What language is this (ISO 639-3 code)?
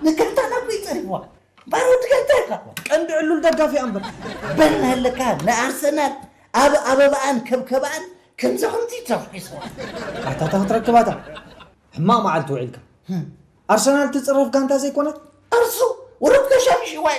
tir